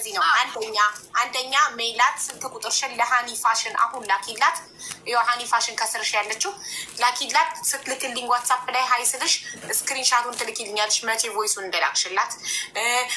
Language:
Amharic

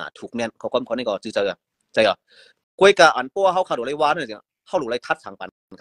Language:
Shan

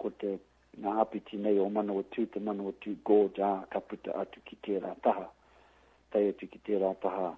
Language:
Māori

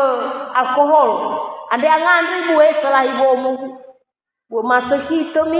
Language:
Nias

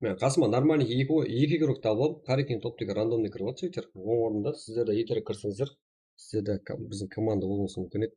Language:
Kara-Kalpak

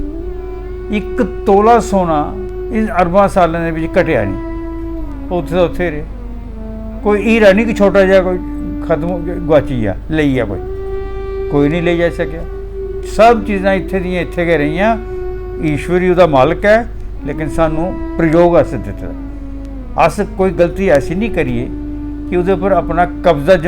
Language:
Dogri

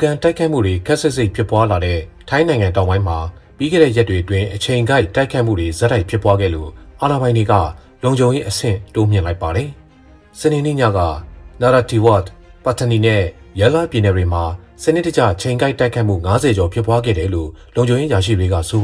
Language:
Burmese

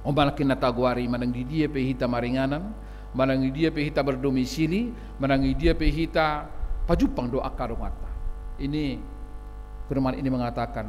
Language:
Batak Toba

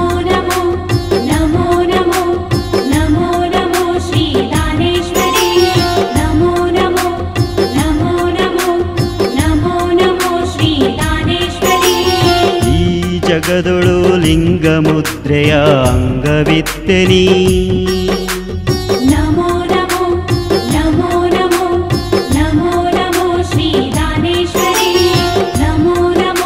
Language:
Kannada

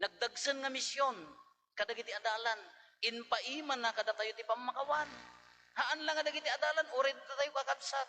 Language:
Iloko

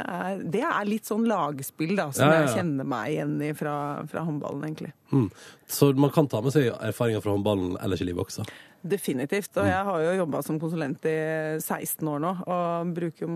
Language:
Norwegian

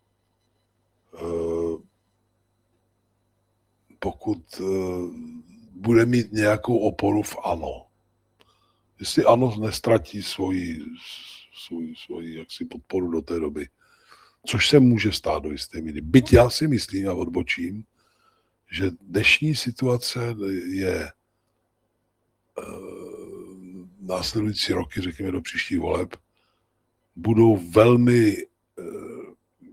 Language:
Czech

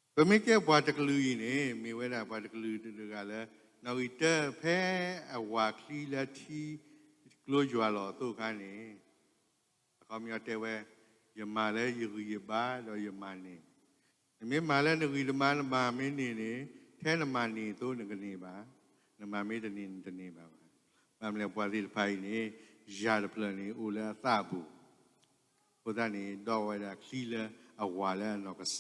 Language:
S'gaw Karen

